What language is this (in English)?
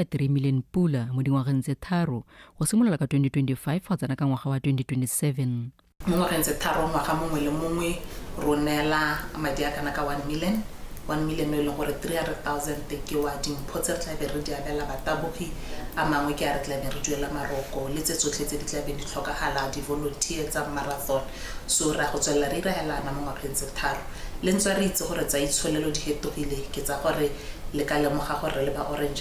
Tswana